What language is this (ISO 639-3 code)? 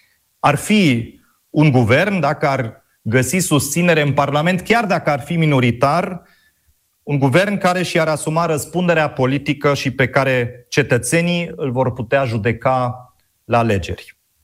ron